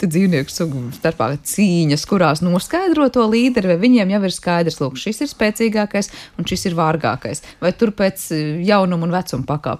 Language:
Latvian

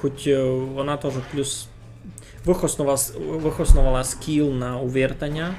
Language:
Rusyn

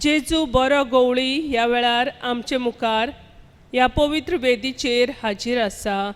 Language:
Konkani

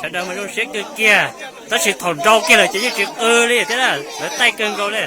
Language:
Hmong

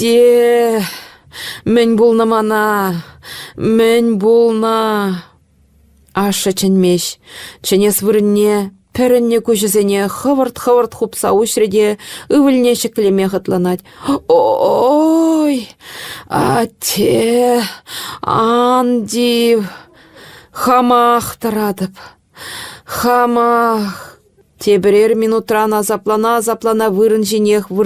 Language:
Chuvash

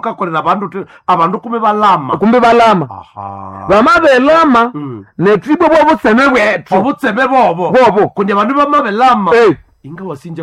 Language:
Nande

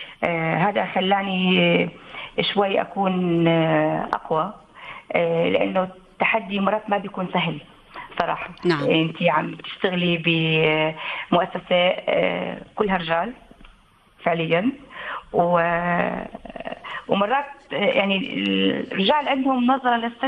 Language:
North Levantine Arabic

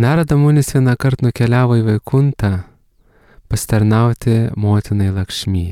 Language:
Lithuanian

